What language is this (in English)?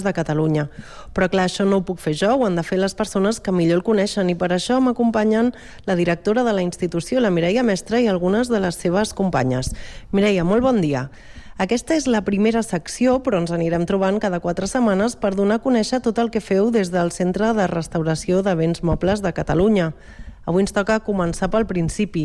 Catalan